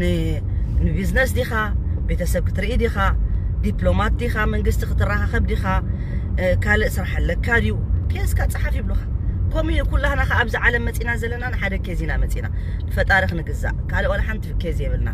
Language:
Tigrinya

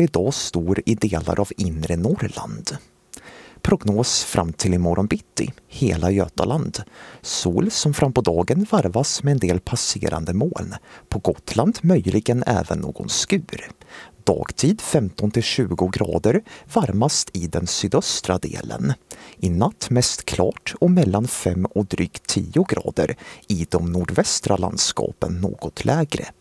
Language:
Swedish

